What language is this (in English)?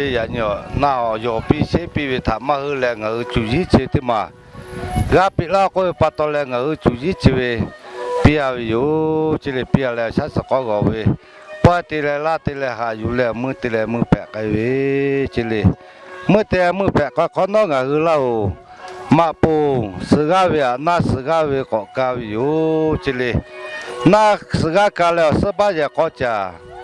Lahu